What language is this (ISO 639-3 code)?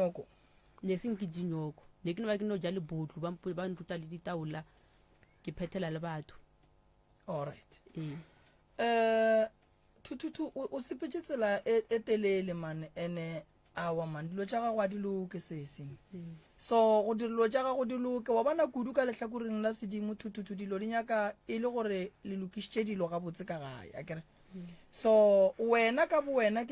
nso